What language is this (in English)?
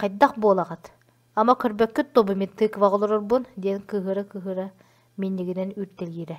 Yakut